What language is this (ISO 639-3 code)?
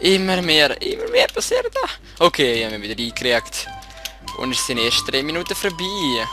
gsw